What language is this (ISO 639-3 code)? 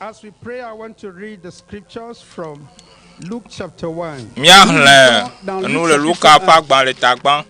ewe